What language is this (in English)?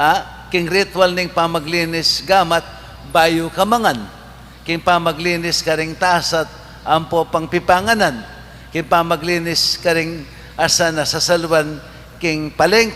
Pampanga